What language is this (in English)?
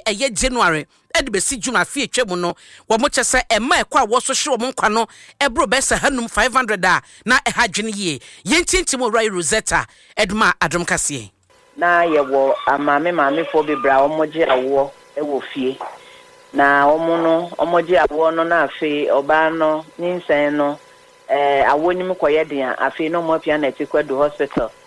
Akan